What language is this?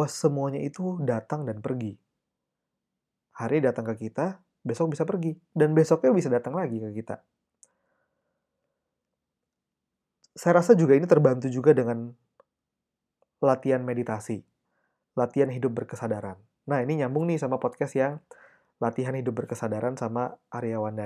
Indonesian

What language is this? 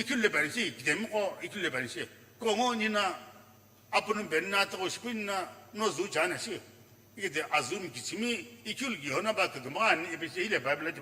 Sumi Naga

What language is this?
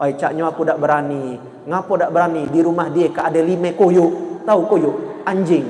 Musi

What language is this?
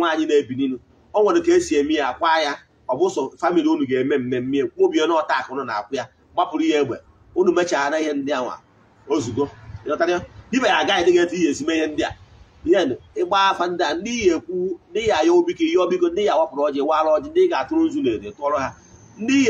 Igbo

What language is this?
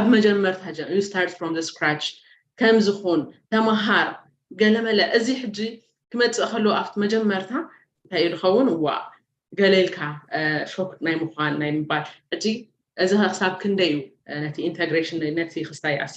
Tigrinya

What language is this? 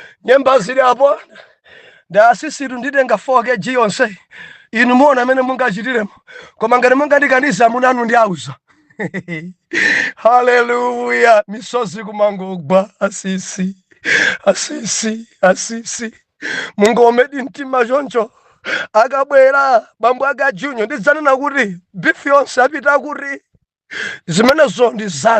Nyanja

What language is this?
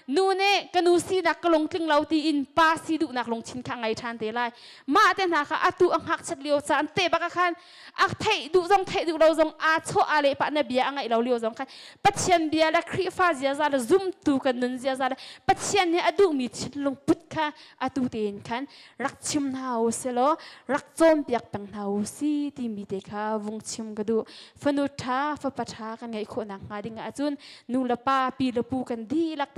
Hakha Chin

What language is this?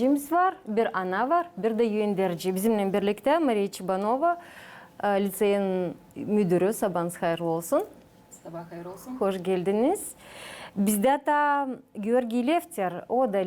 Gagauz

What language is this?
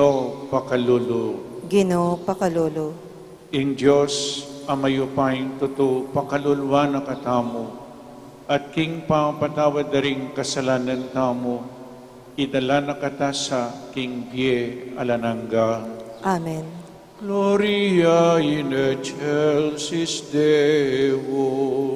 Pampanga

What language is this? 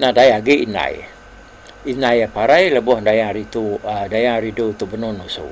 Iban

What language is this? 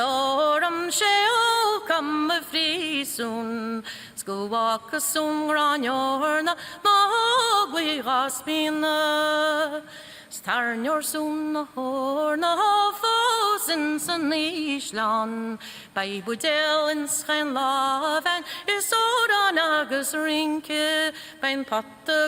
Irish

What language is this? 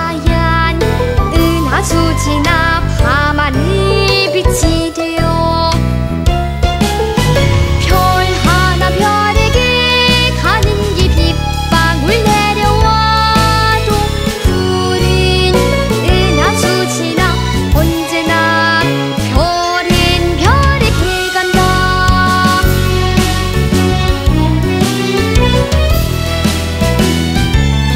Korean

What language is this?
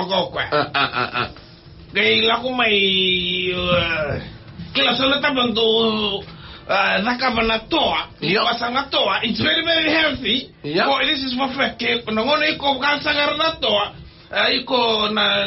Fijian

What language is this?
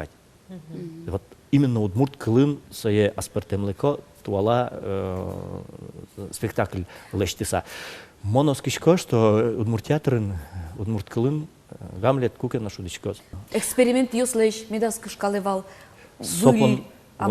Udmurt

